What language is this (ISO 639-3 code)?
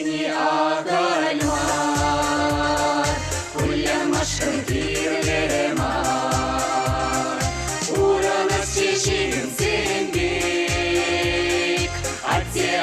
chv